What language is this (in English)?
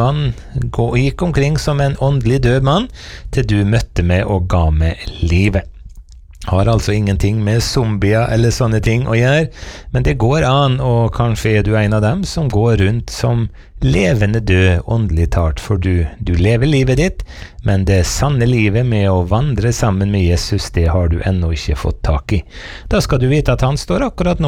Norwegian